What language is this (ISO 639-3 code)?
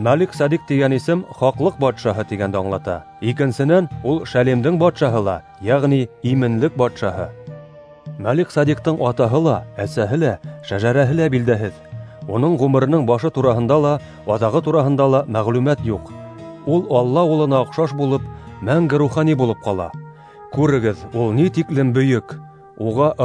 bak